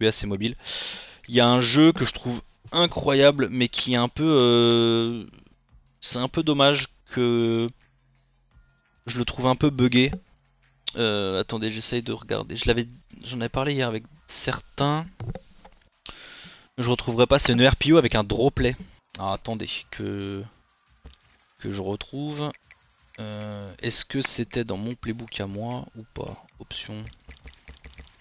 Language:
French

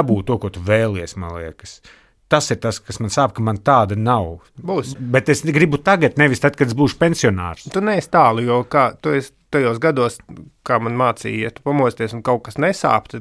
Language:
Latvian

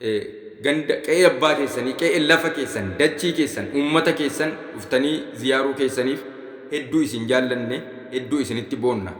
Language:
Oromo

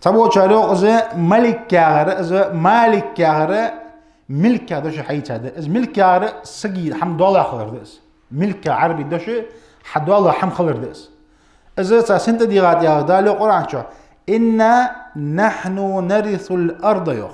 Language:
Ingush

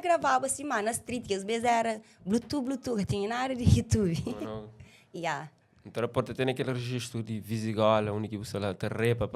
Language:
Kabuverdianu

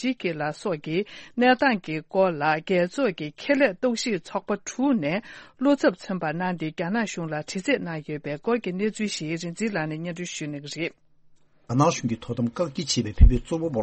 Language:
Tibetan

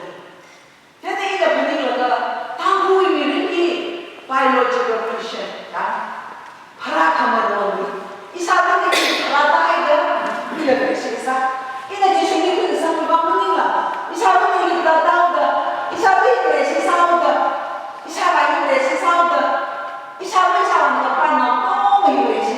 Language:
Tangkhul Naga (India)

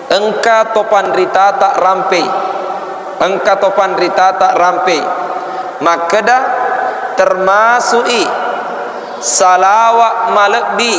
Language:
Buginese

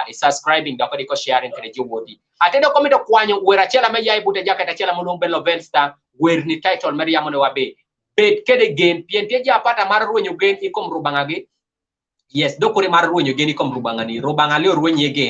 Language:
Kumam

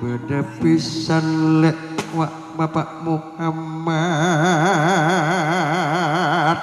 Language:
Madurese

